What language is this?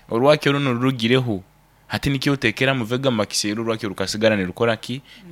Nyankole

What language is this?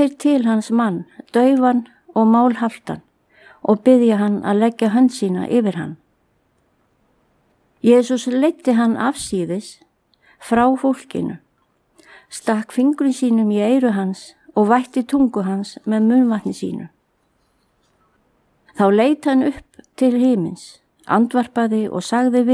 Icelandic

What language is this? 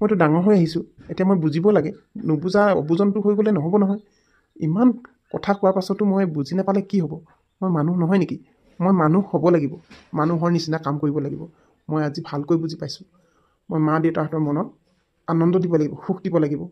Assamese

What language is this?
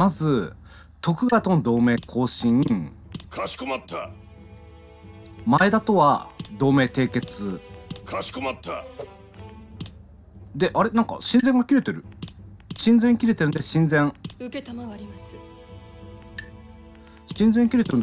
Japanese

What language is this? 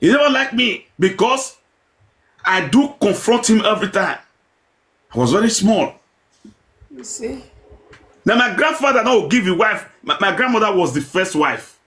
Nigerian Pidgin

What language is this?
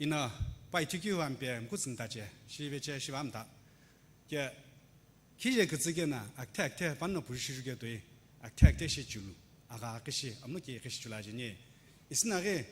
Sumi Naga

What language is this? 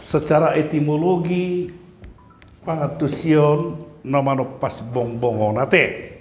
Batak Toba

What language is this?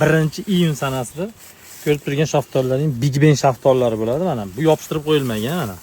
Uzbek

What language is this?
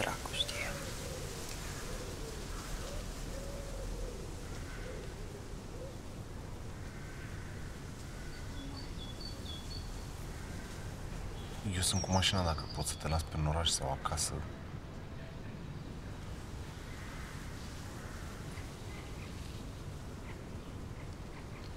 Romanian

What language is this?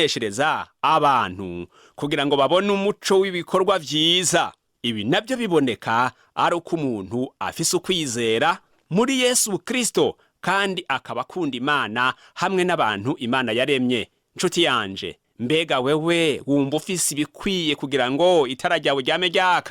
Rundi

